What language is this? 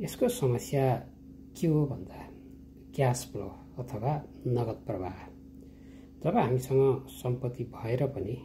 Nepali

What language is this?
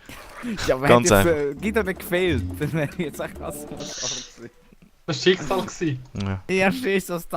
Swiss German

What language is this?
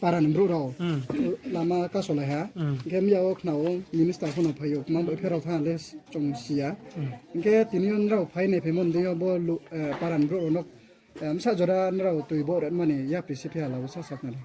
Riang (India)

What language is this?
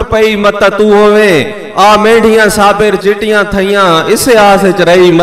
Saraiki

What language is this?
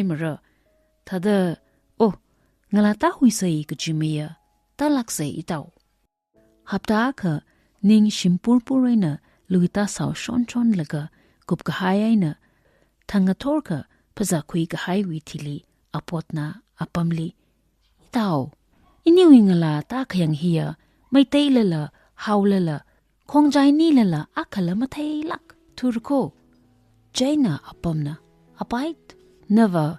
Tangkhul Naga (India)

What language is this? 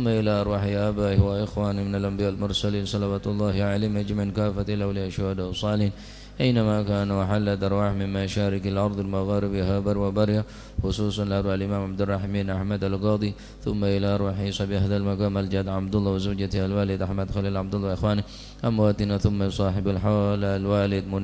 Madurese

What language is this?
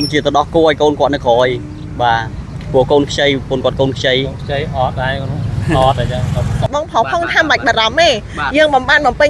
Khmer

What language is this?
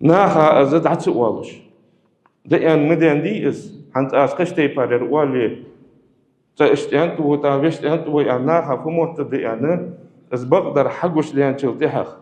Ingush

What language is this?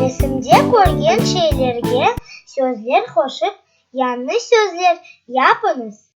Crimean Tatar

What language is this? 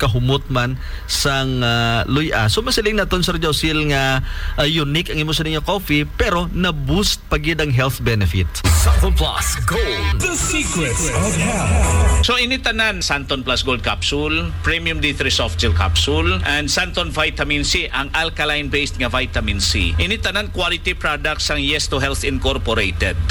Hiligaynon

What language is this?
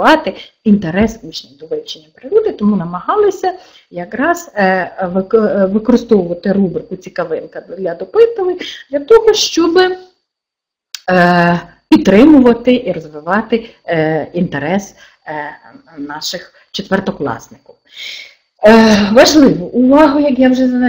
Ukrainian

